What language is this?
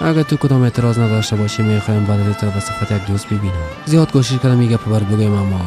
Persian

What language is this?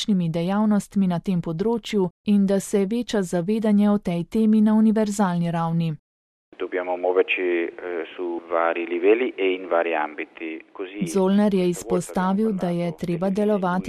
Slovenian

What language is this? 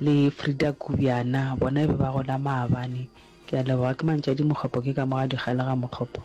Northern Sotho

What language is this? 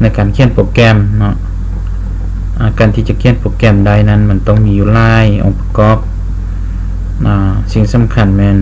Lao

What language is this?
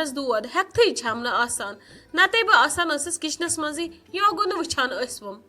Kashmiri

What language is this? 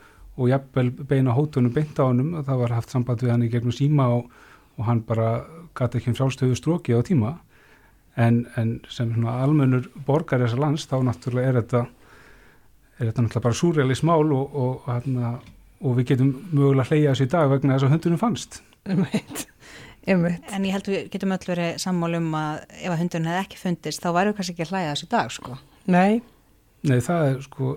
Icelandic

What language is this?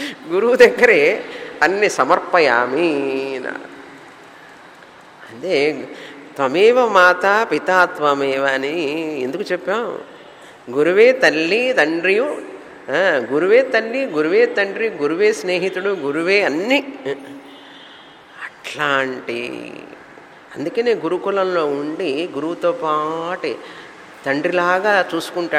Telugu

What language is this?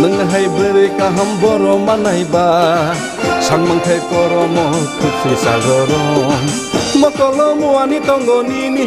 Kok Borok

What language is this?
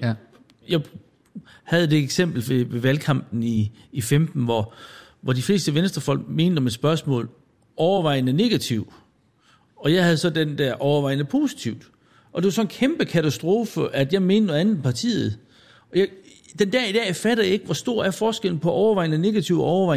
Danish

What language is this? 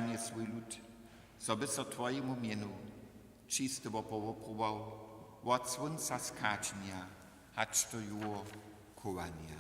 Upper Sorbian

